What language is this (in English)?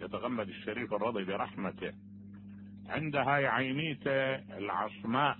Mesopotamian Arabic